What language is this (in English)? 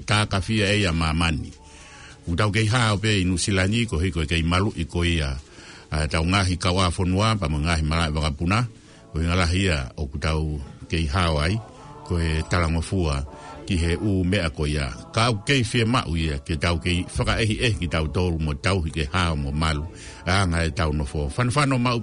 Tongan